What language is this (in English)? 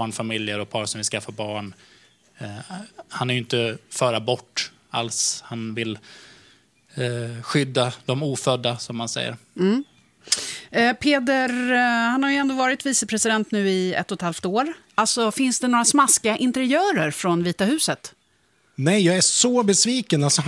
Swedish